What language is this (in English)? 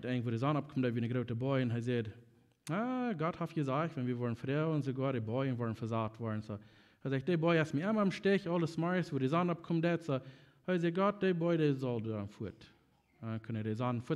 Plautdietsch